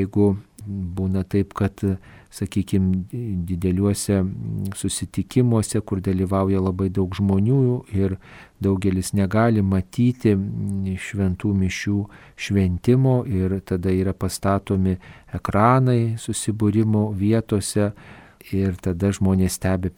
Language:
Lithuanian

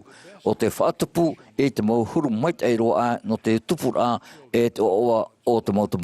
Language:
Tahitian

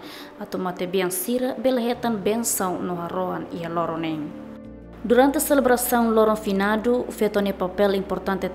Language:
Tetum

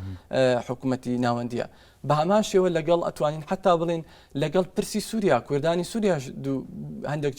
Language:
Central Kurdish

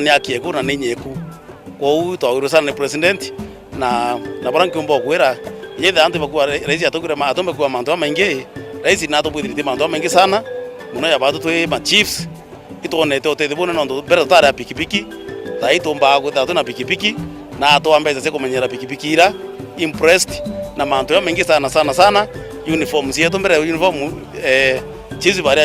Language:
Meru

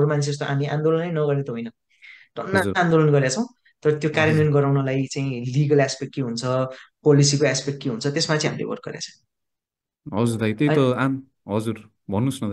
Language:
Nepali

